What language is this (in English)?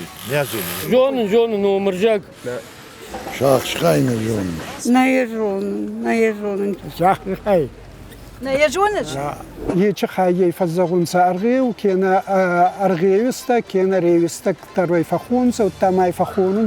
Ossetic